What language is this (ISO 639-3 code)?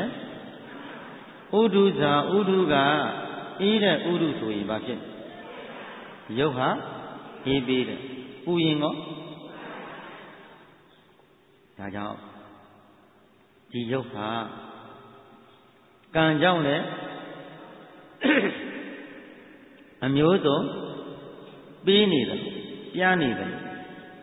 mya